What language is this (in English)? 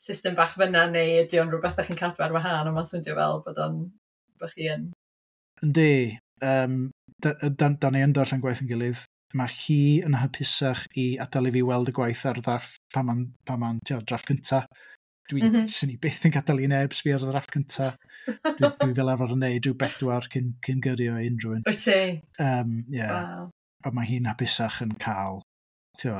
Welsh